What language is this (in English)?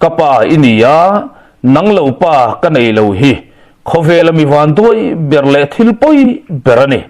Mizo